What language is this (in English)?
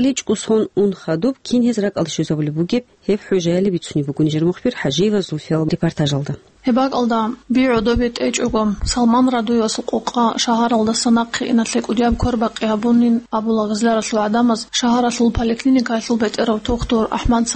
Avaric